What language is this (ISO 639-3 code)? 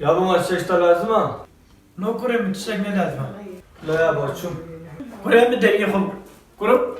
kur